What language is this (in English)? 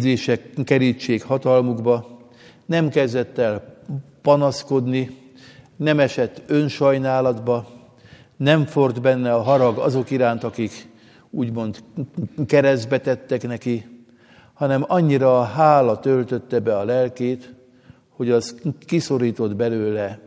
Hungarian